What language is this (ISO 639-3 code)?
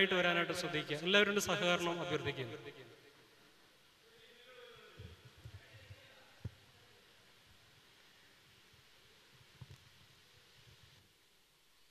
mal